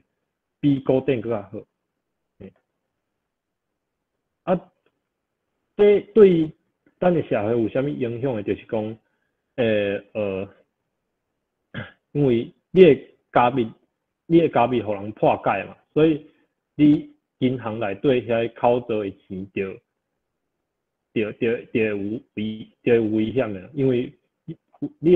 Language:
Min Nan Chinese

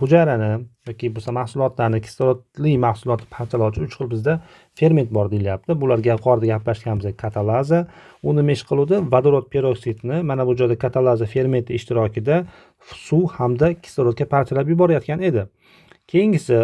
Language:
Uzbek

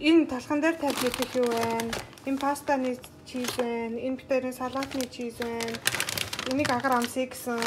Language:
Mongolian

